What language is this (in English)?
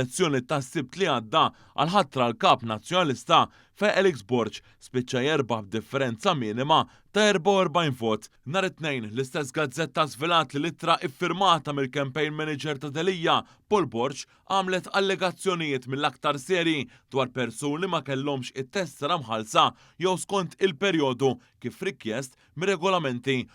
Maltese